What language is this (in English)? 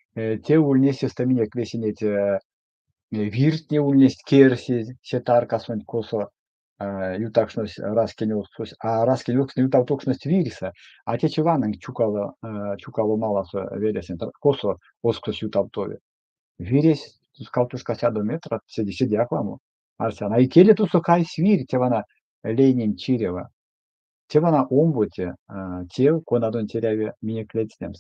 Erzya